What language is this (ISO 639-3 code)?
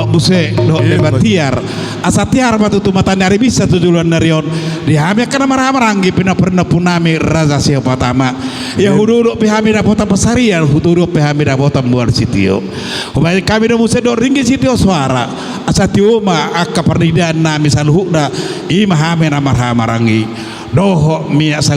bbc